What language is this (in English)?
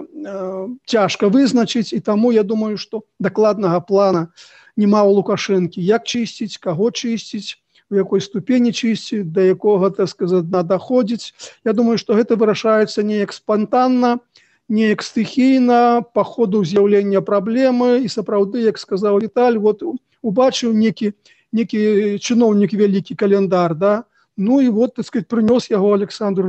Belarusian